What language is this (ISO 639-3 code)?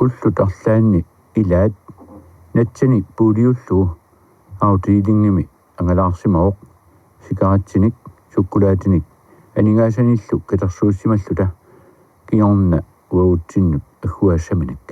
kal